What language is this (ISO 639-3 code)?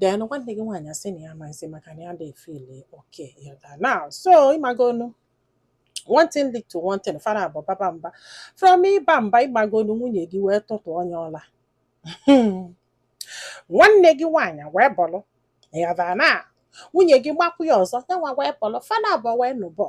ibo